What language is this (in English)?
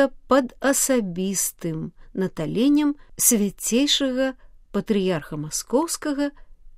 Belarusian